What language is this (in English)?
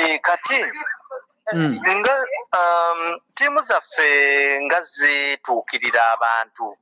Ganda